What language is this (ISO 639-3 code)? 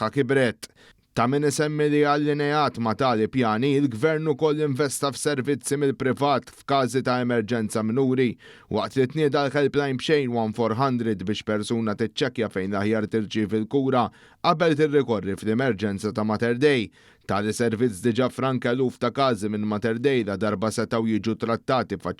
mlt